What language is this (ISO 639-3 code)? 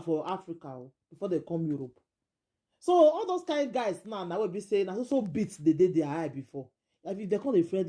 pcm